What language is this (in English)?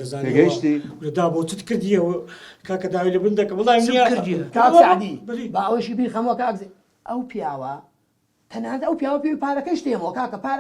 Central Kurdish